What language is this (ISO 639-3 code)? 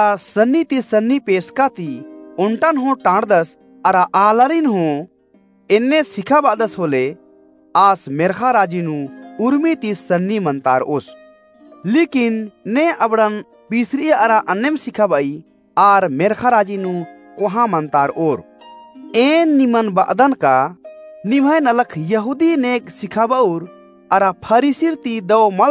kru